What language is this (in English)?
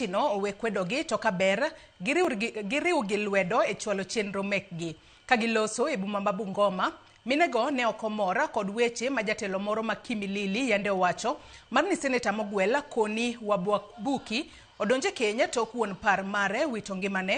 Luo (Kenya and Tanzania)